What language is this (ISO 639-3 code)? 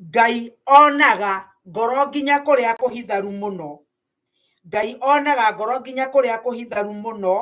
kik